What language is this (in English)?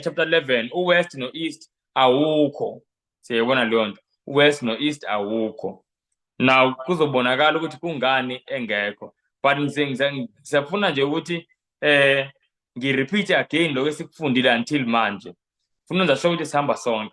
Zulu